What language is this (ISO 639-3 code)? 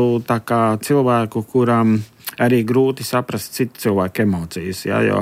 lav